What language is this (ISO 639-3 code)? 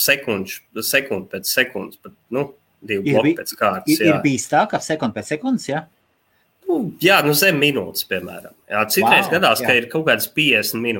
lav